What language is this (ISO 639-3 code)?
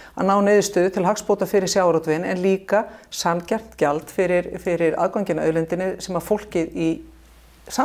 isl